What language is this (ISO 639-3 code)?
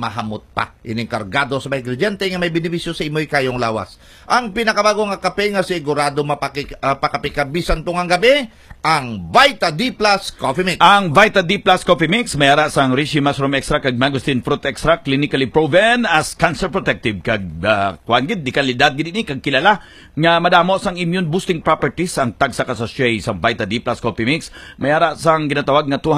hil